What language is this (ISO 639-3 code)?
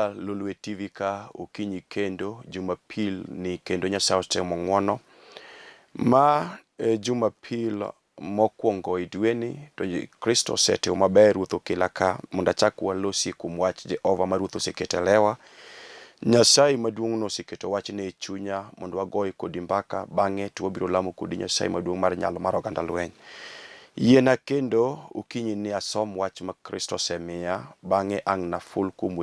luo